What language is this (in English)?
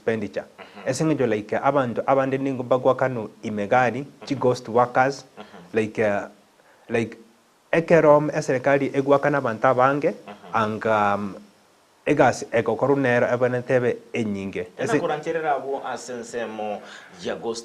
Gusii